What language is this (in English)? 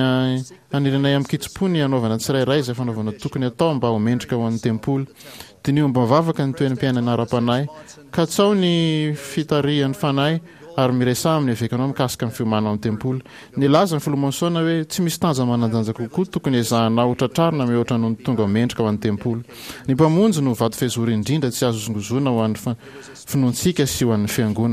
Malagasy